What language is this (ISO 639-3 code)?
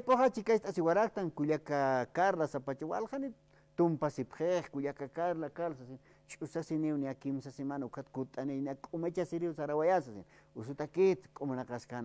aym